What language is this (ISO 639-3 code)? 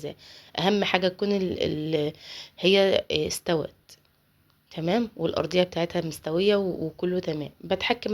arz